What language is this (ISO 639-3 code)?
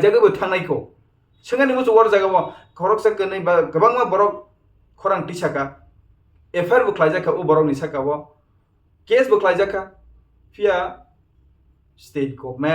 trp